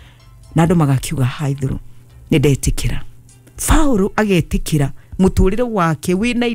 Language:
Kikuyu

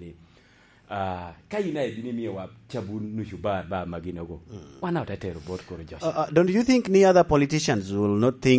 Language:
Lango (Uganda)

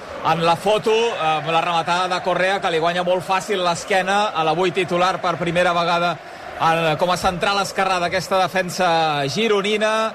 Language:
Catalan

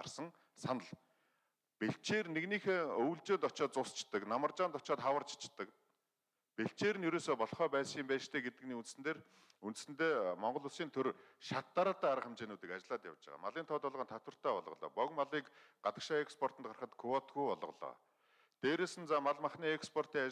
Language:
Mongolian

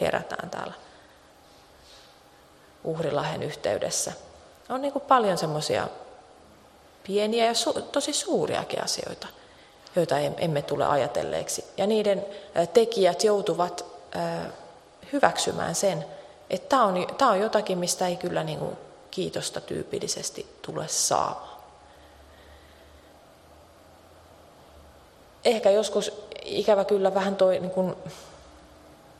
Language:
Finnish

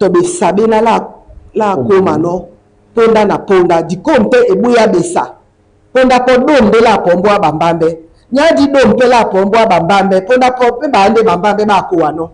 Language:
Duala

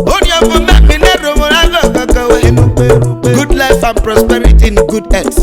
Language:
Urhobo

